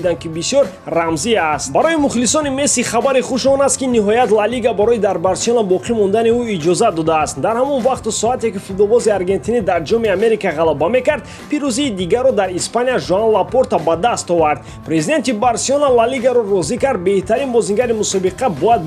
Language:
Tajik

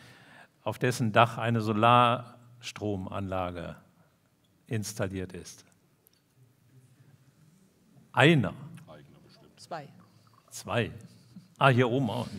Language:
German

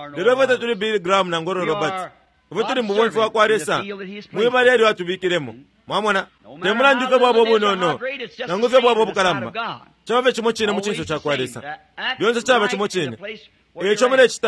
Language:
Bemba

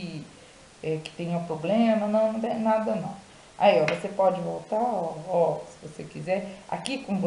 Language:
Portuguese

